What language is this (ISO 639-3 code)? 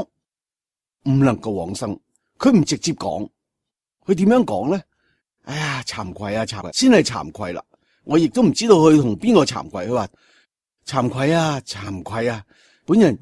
yue